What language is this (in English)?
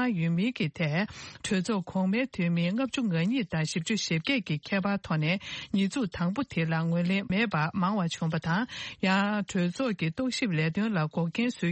Tibetan